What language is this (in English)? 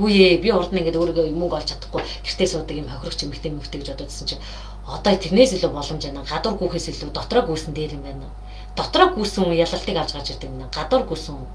Mongolian